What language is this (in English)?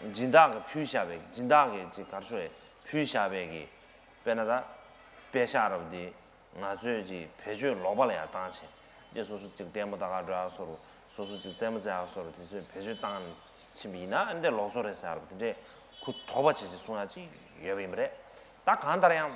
Tibetan